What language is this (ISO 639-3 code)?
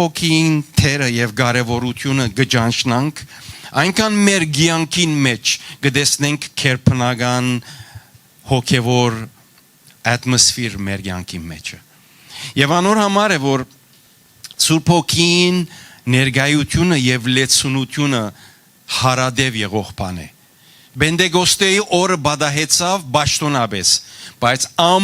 hyw